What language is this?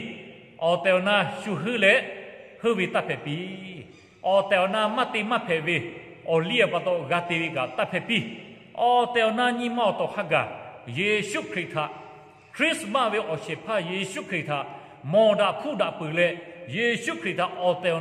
Lahu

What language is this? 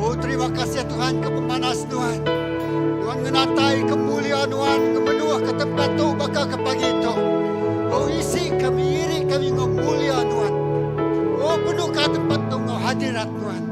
Iban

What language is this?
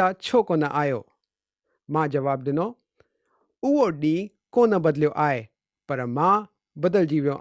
Sindhi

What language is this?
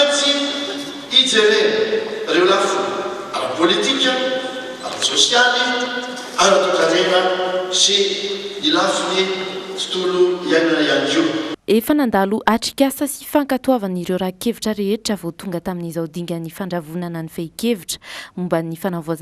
Malagasy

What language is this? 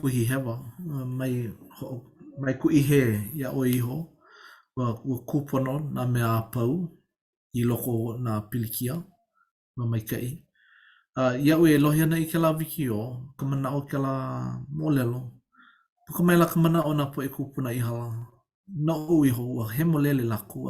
Hawaiian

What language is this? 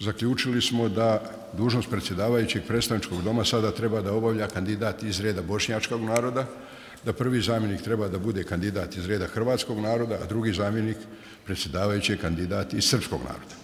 Bosnian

